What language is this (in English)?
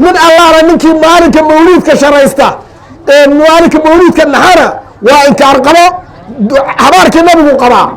Somali